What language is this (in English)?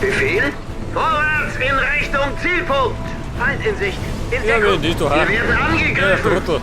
Bavarian